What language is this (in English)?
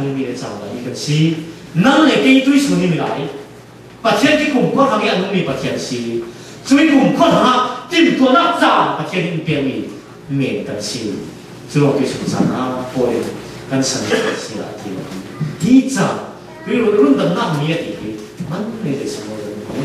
Falam Chin